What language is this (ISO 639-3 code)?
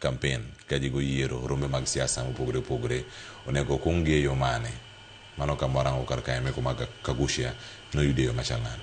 luo